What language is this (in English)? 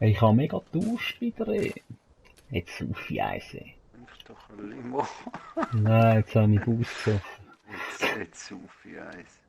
Swiss German